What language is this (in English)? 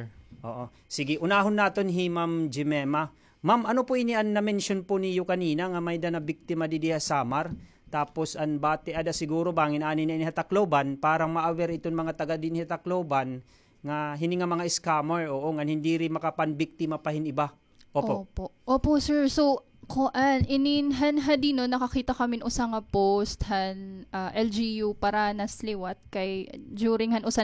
Waray